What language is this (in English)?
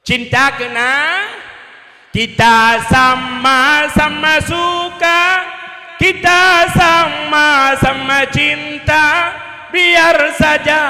Achinese